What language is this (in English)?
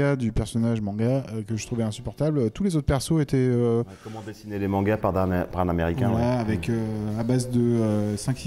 French